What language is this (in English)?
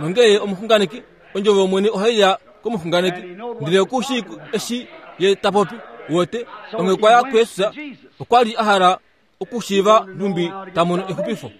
Kuanyama